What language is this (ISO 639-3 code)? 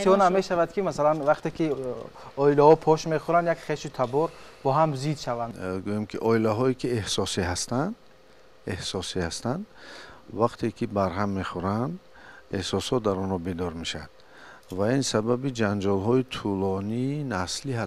tgk